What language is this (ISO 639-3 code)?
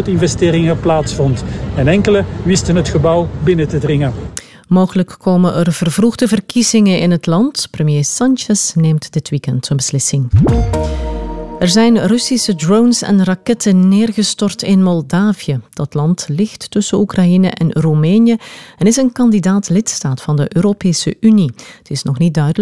nld